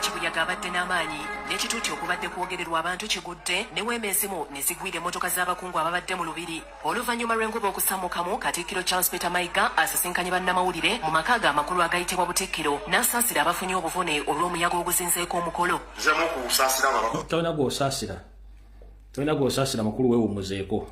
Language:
Ganda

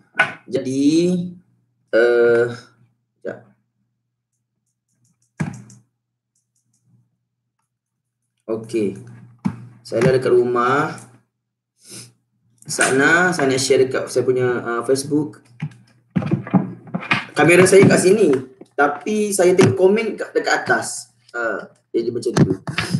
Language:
Malay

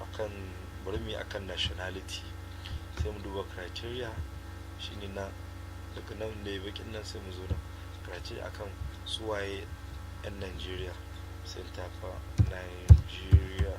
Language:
Hausa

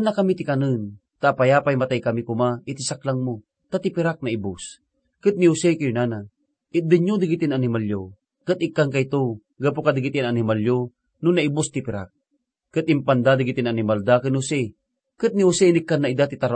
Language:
Iloko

